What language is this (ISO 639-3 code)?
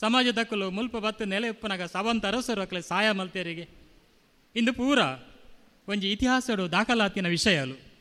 tcy